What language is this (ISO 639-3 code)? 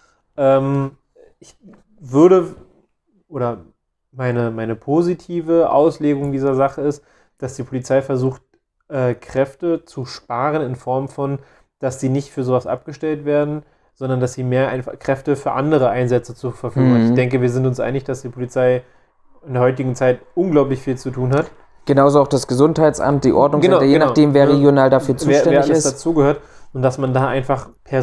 deu